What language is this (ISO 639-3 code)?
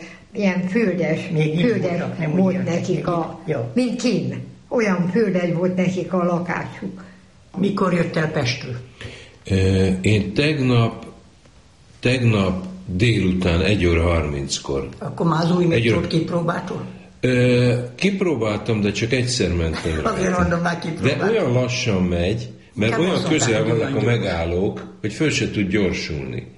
hun